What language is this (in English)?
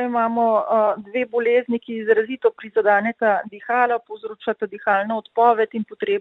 Slovenian